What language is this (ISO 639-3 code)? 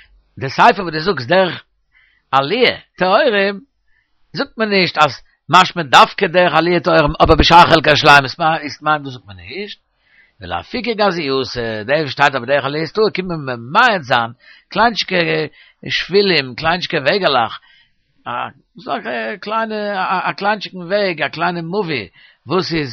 yid